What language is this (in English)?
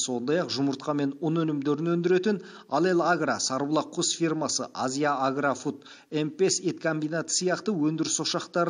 Kazakh